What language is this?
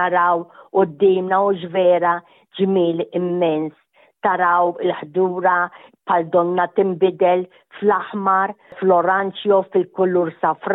Maltese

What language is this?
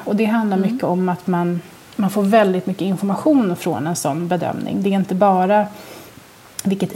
Swedish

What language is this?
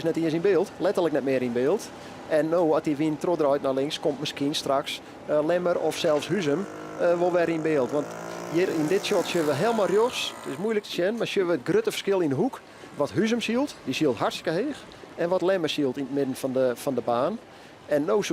Western Frisian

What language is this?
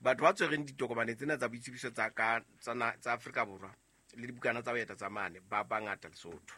Southern Sotho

